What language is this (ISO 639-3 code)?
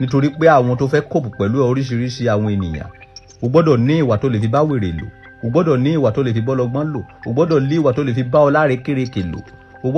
yor